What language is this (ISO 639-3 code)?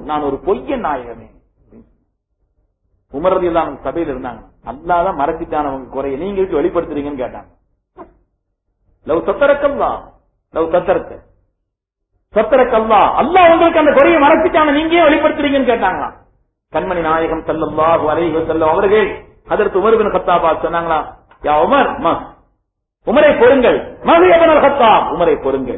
tam